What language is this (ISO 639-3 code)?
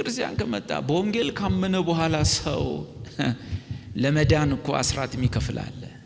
amh